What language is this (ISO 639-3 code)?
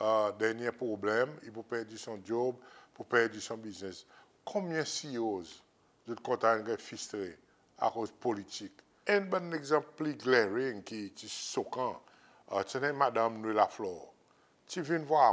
crs